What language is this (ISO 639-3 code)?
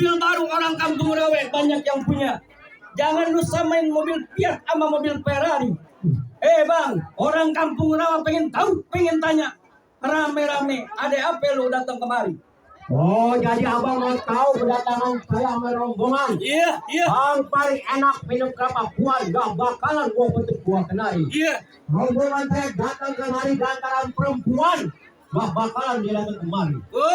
bew